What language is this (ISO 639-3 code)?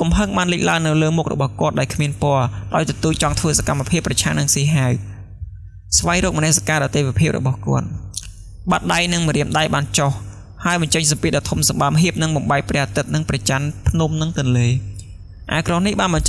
khm